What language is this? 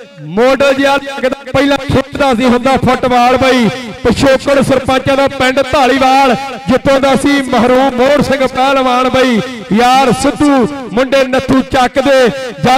Punjabi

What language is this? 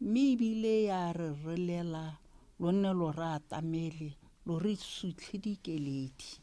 Tswana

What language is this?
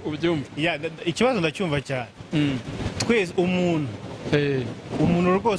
Kinyarwanda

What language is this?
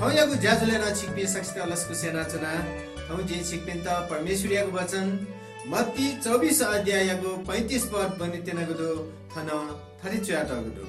Newari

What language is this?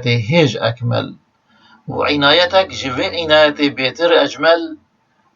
Kurdish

